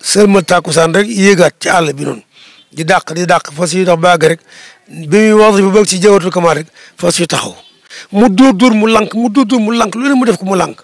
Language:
Wolof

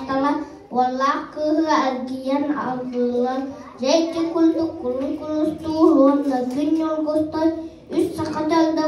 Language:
Yakut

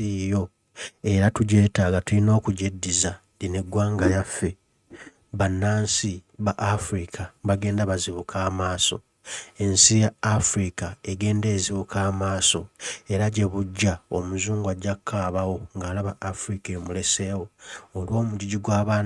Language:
Ganda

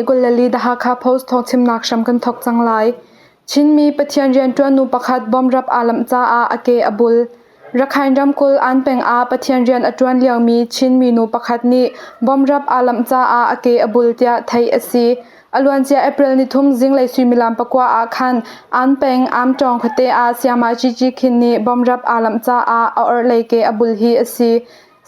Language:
Hakha Chin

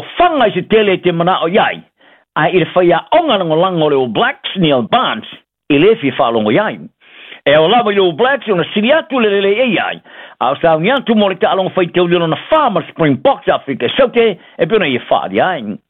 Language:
Samoan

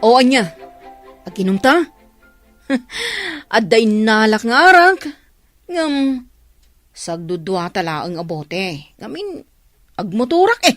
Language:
Iloko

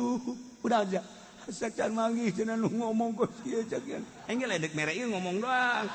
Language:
Sundanese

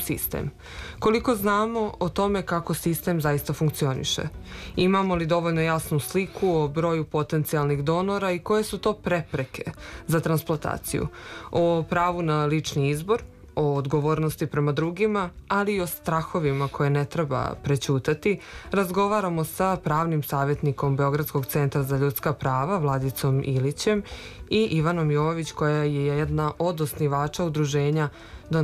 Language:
Serbian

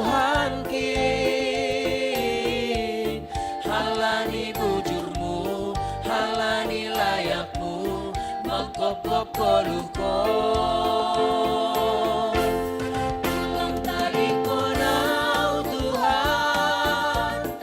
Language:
Batak Simalungun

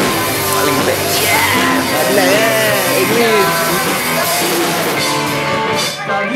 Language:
Malay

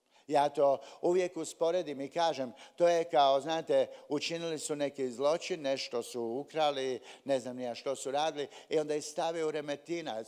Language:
Croatian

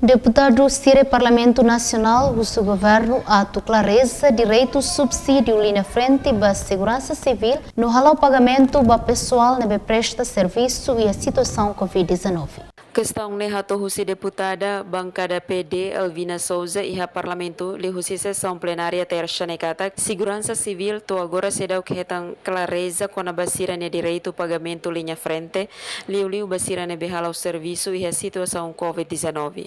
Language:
Tetum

